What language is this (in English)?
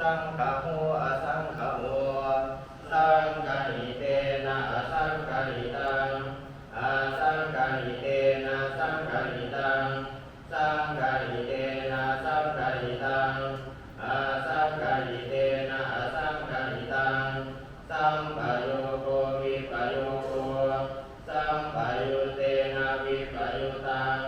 Pali